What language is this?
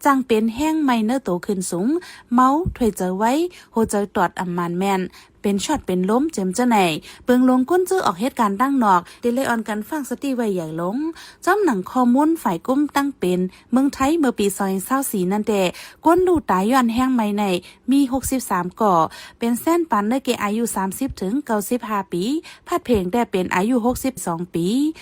Shan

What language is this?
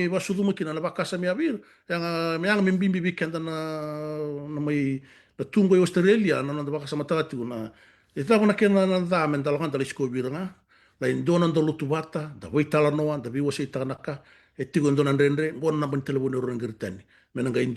Fijian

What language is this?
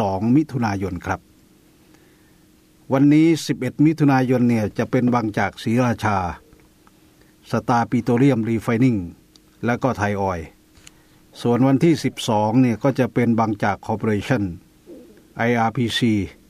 Thai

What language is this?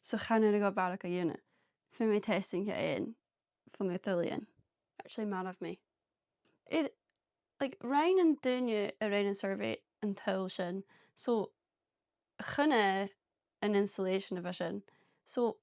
Scottish Gaelic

